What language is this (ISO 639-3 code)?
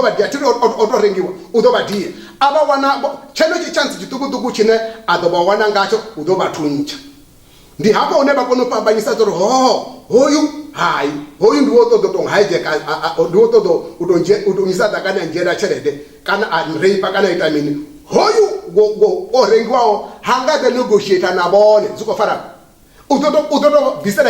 ven